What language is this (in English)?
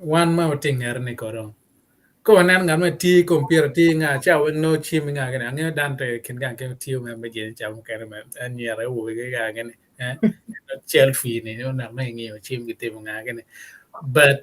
Acoli